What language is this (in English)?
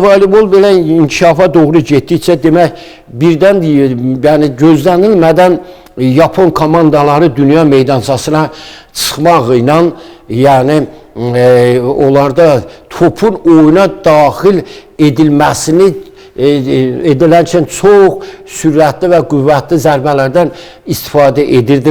Azerbaijani